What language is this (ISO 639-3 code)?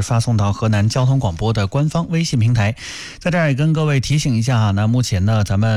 zho